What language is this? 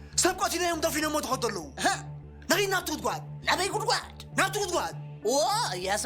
Tigrinya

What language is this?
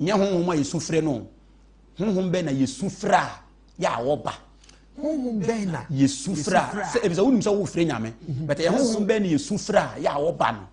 Akan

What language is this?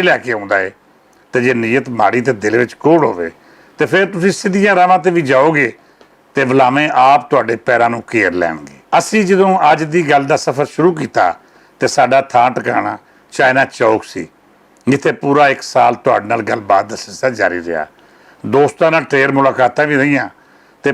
Western Panjabi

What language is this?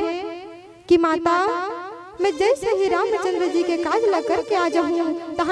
Chhattisgarhi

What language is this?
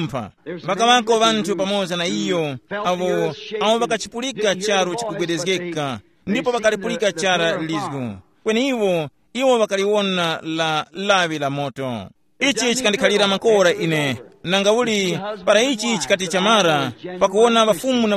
Tumbuka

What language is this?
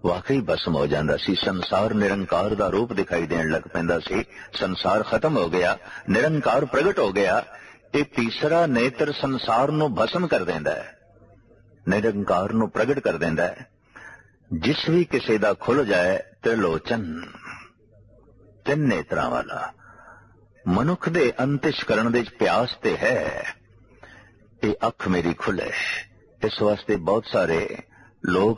Punjabi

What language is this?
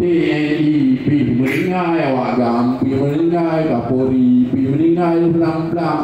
Achinese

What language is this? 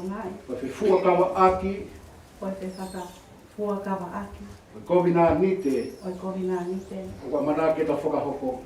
Tongan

